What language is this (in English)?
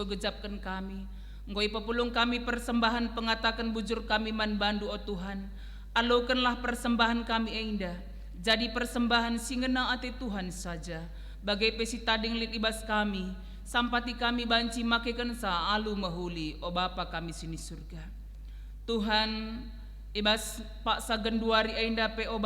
Batak Karo